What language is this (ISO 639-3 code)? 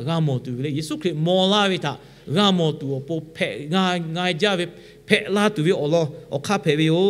lhu